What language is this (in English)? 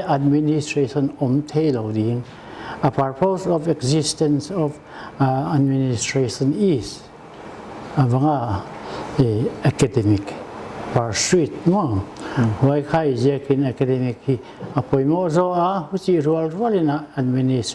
Paite Chin